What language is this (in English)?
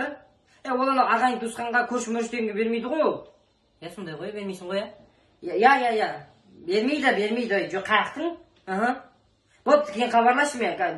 Kazakh